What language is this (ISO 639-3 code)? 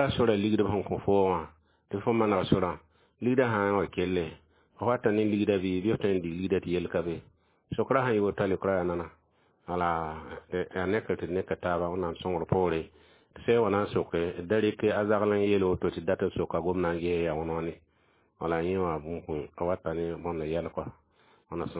mos